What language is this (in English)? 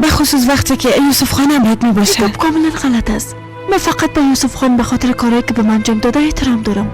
Persian